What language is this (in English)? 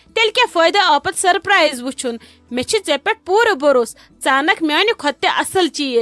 Kashmiri